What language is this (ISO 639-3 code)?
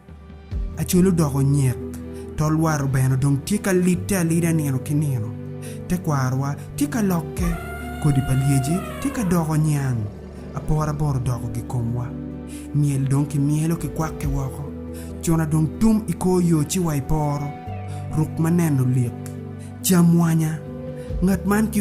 ach